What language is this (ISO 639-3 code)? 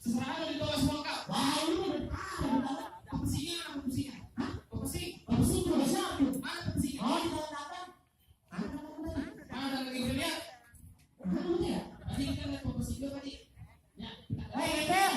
bew